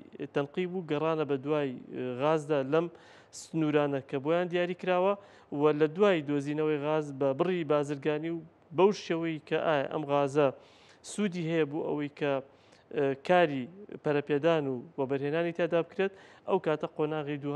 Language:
Central Kurdish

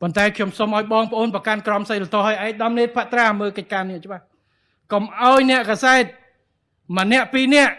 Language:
Khmer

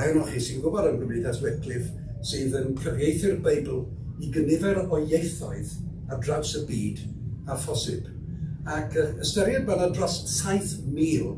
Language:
Welsh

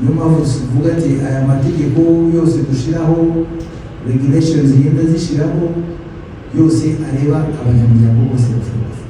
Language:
Kinyarwanda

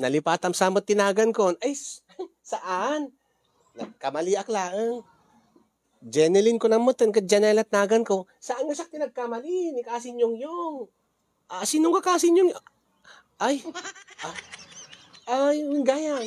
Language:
Iloko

